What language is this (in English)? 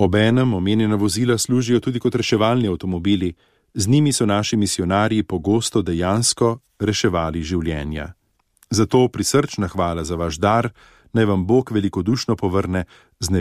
Slovenian